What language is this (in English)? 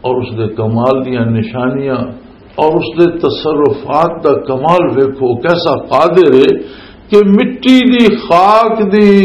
Western Panjabi